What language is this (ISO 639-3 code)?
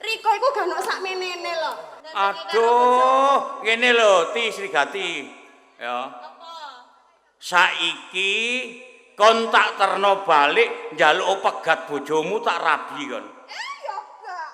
jav